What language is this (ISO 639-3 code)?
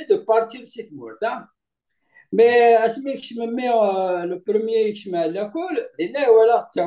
kab